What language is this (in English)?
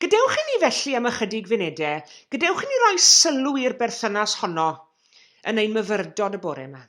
Welsh